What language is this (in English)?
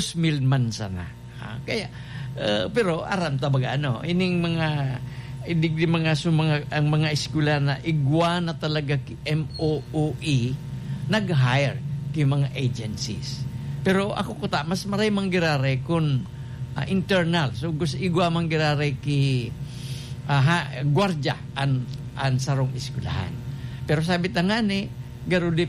Bikol